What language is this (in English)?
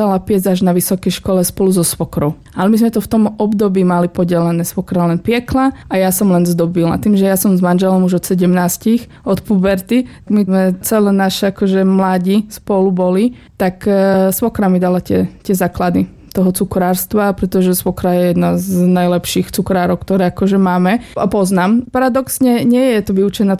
Slovak